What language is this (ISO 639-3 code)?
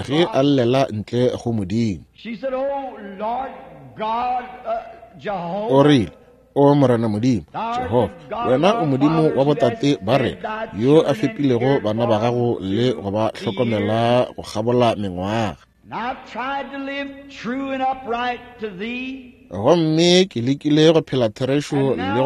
nso